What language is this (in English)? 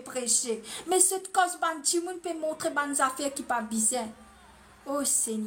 Morisyen